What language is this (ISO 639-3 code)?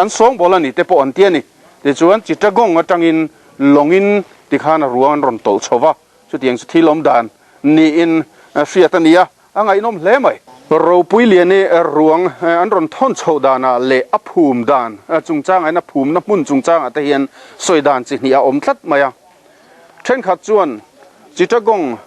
lus